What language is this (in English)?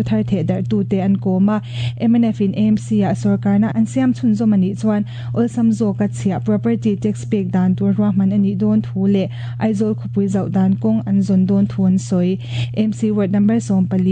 Mizo